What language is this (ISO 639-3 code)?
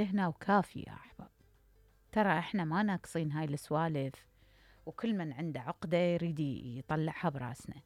acm